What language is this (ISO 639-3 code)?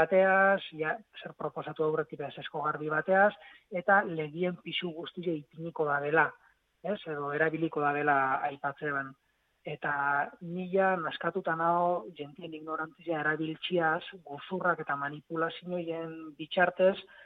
eus